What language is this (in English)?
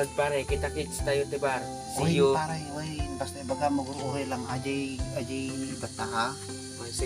Iloko